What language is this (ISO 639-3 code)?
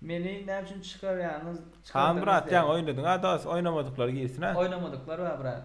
tuk